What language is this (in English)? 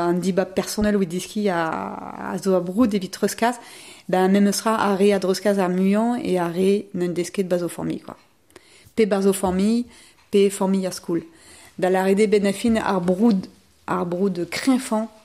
Breton